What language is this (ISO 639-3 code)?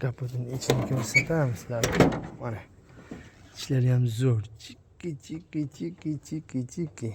uzb